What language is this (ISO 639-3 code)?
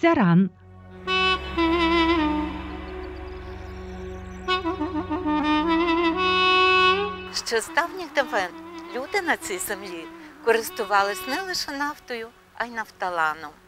ukr